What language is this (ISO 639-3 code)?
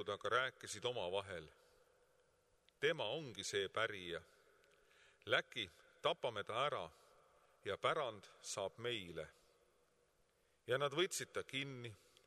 est